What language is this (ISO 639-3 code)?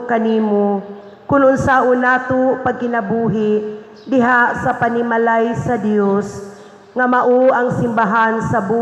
ceb